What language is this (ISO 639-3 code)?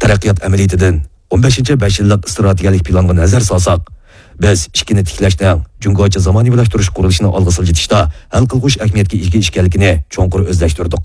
uig